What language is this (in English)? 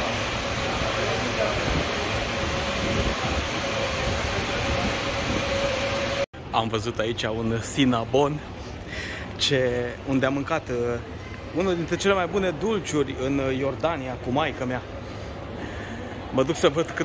Romanian